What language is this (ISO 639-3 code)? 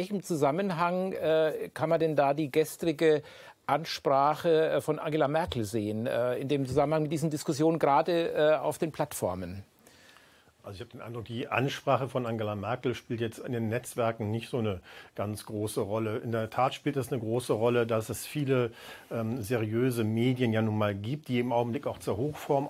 deu